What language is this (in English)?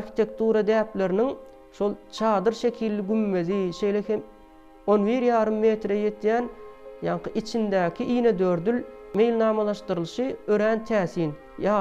Turkmen